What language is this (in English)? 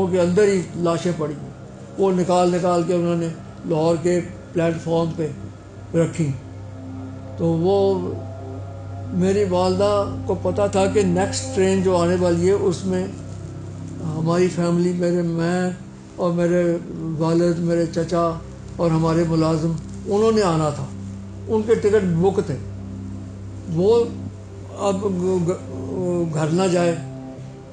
Urdu